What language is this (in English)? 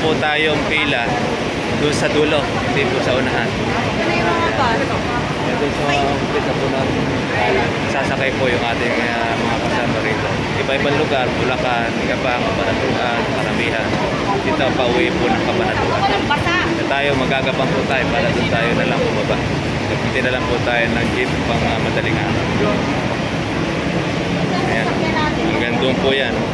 Filipino